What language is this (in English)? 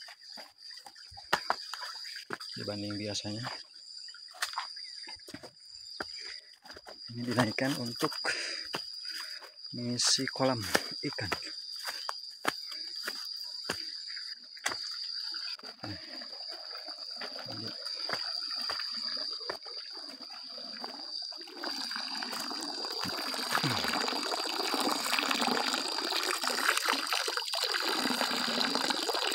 Indonesian